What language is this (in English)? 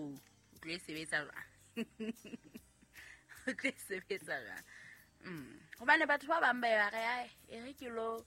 Southern Sotho